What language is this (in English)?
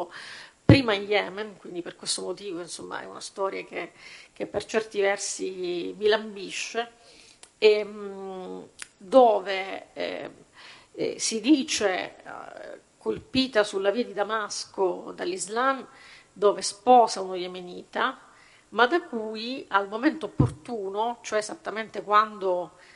Italian